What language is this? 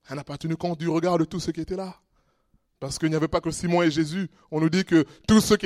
French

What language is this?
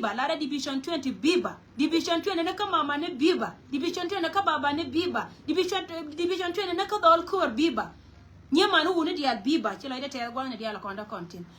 Nuer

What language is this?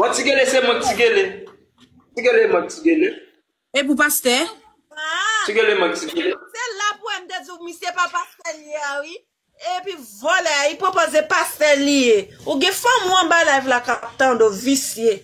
Haitian Creole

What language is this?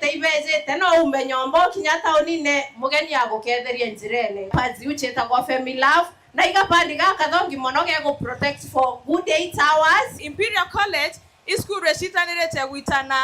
Meru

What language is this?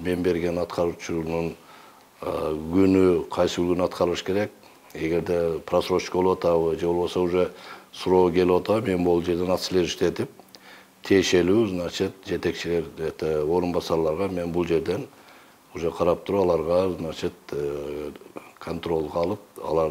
Kyrgyz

